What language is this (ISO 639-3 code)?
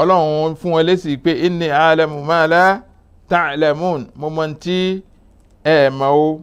yor